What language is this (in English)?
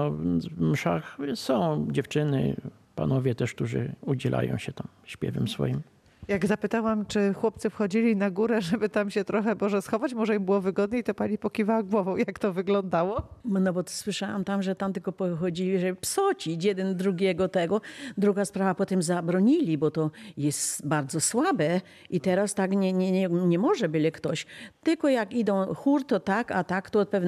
Polish